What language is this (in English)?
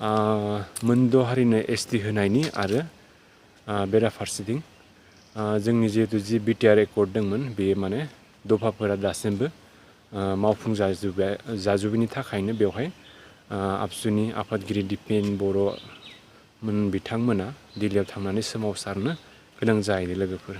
Bodo